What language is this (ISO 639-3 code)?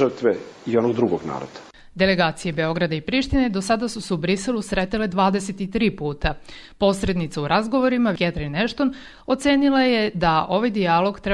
srp